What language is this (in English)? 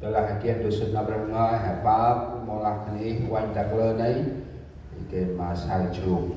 Central Mnong